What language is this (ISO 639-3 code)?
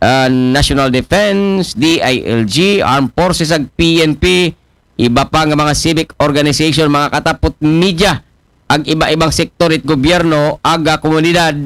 akl